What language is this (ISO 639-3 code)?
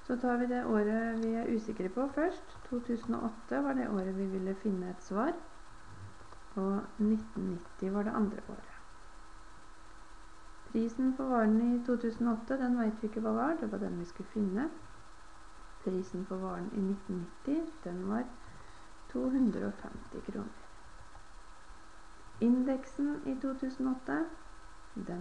nor